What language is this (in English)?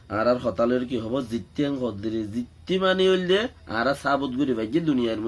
Rohingya